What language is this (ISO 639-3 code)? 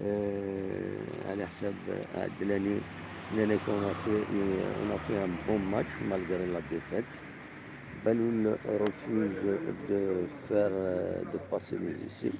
kab